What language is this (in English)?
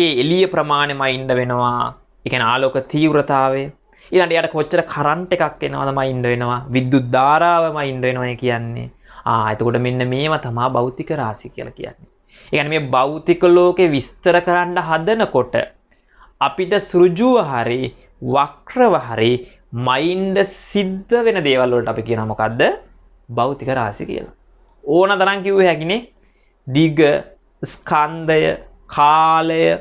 Sinhala